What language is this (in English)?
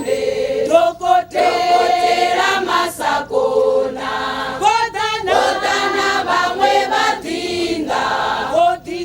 Venda